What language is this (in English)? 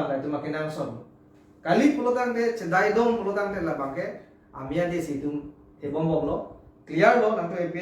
Karbi